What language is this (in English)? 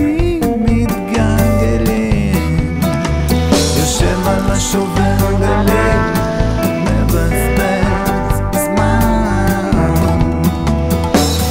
Hebrew